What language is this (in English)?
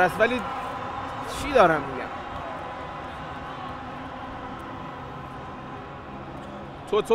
Persian